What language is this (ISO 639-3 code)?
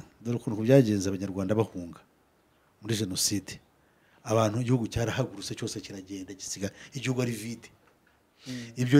kin